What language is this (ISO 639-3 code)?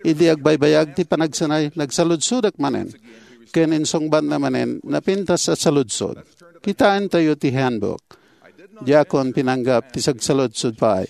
ilo